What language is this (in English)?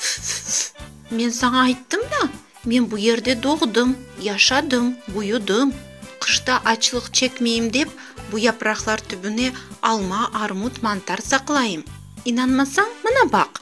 Crimean Tatar